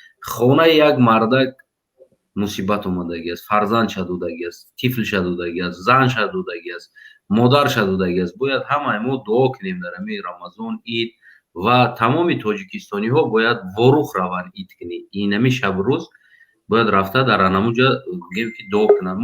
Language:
Tajik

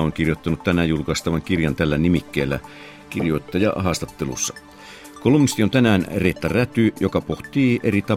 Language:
Finnish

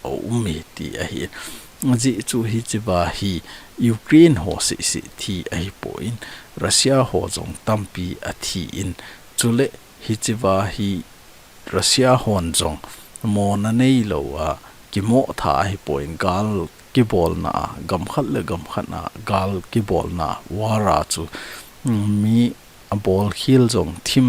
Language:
Thado Chin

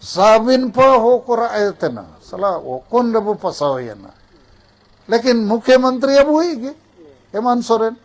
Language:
Santali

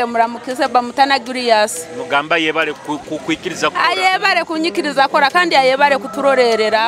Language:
Nyoro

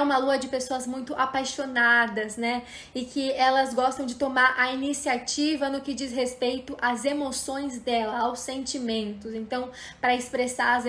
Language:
Portuguese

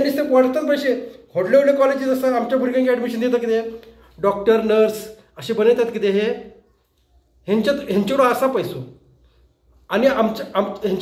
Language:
Konkani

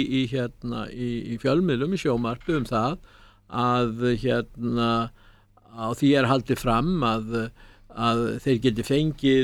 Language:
Icelandic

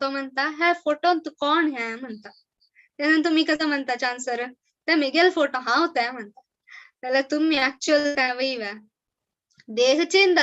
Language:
Konkani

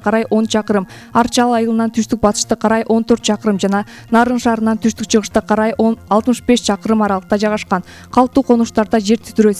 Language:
Kyrgyz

